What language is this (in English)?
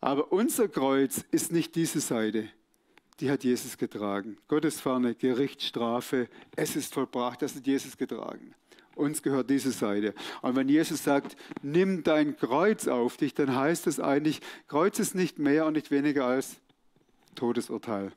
Swiss German